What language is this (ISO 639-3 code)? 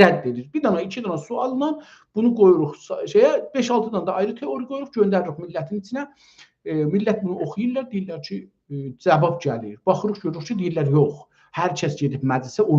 azb